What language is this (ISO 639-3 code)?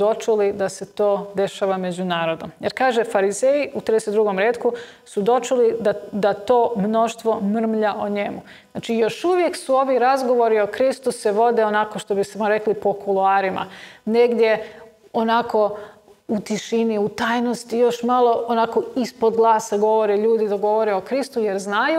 hrv